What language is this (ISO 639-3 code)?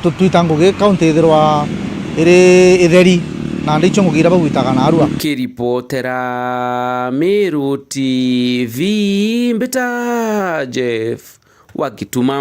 mer